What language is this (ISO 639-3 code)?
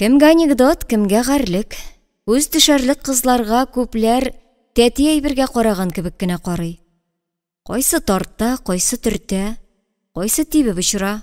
tat